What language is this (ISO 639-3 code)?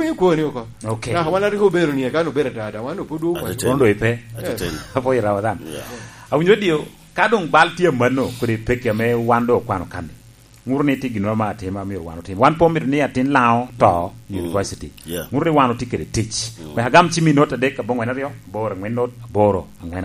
laj